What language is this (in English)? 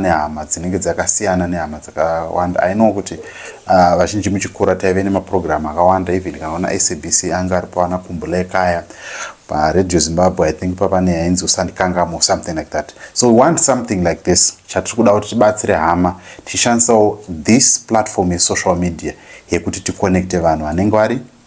Shona